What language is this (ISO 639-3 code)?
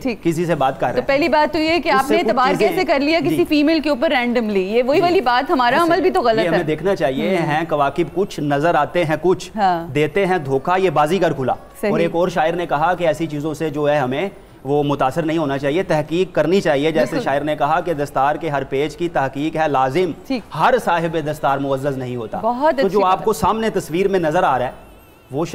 urd